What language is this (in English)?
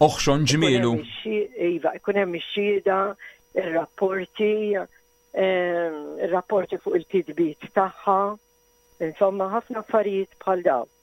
Maltese